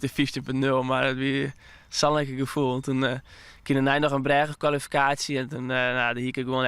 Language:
Western Frisian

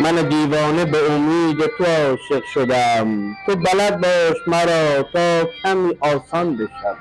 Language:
Persian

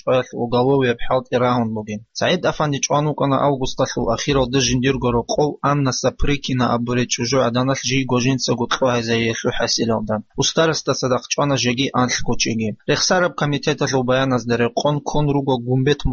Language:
Avaric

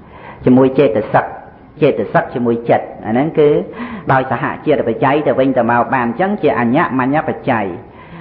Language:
Khmer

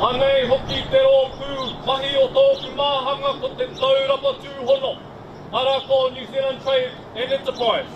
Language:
Māori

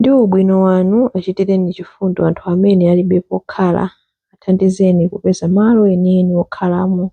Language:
Nyanja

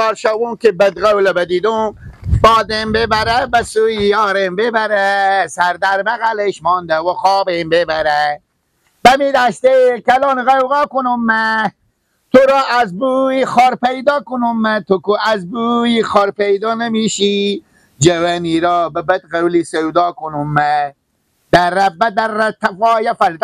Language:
Persian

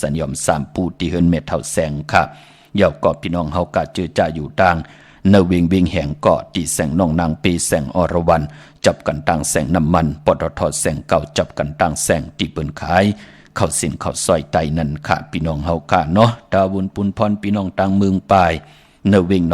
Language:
Shan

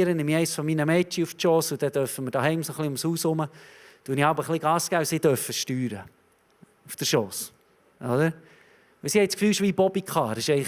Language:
Swiss German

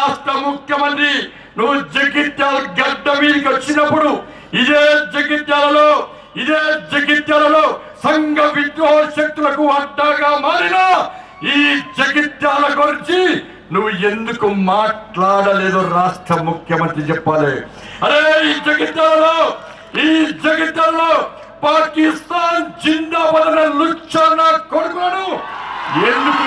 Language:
Telugu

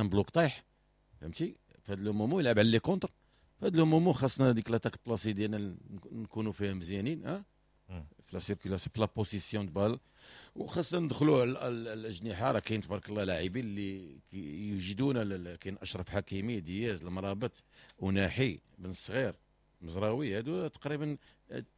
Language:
Moroccan Arabic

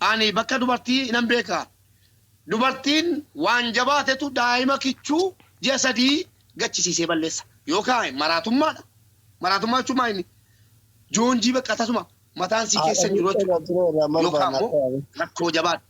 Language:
Oromo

